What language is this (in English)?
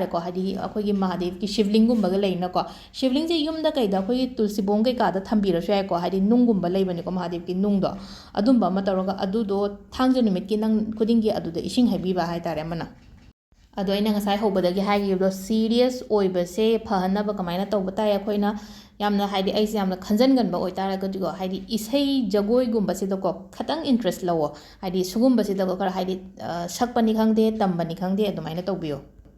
Manipuri